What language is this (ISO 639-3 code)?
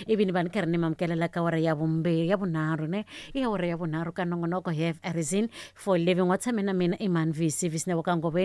tso